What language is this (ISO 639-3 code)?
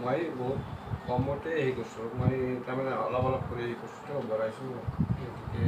asm